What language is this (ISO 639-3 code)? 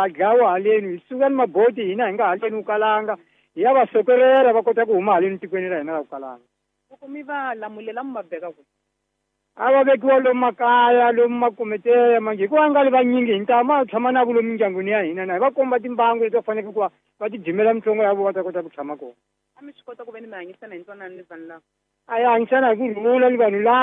tso